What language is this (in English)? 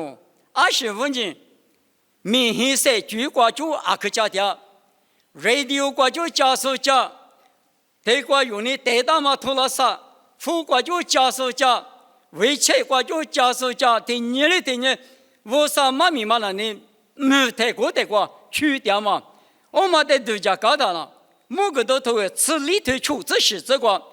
Lisu